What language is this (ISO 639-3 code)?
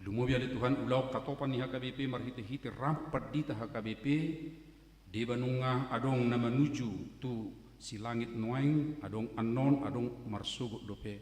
bbc